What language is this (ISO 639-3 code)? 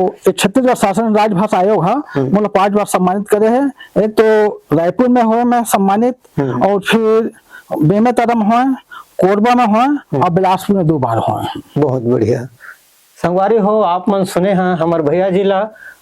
hne